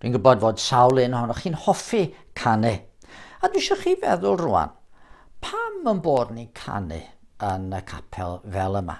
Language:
Welsh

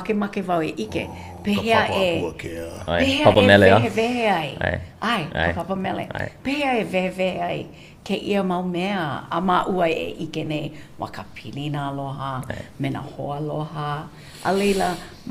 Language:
Hawaiian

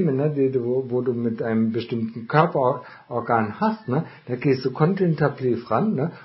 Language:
German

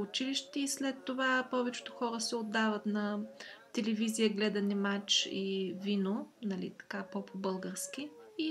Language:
Bulgarian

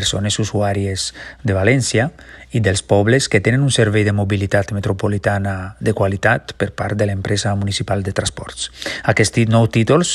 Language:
Catalan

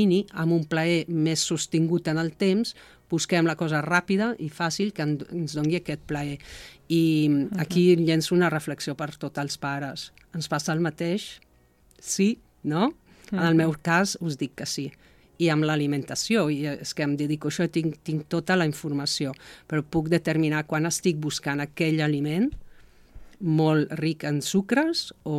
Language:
Catalan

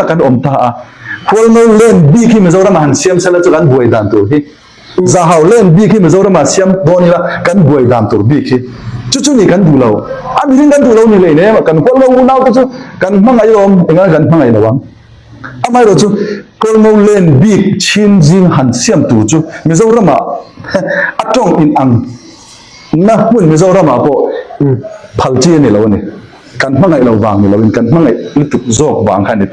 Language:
Falam Chin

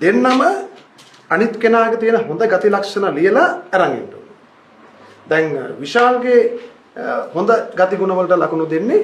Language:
Sinhala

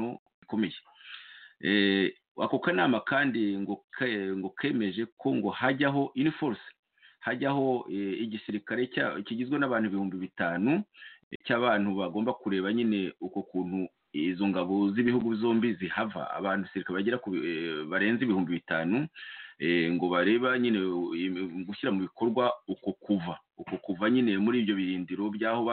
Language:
Kinyarwanda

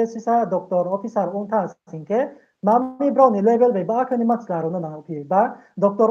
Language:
Riang (India)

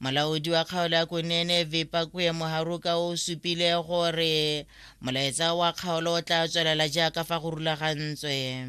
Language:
Tswana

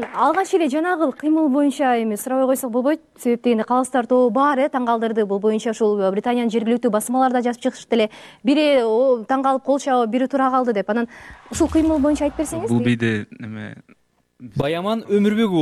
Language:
Kyrgyz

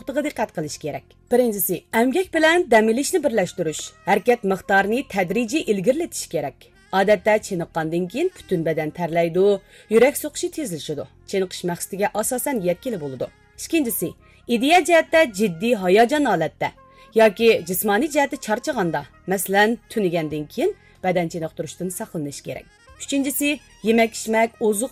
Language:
Uyghur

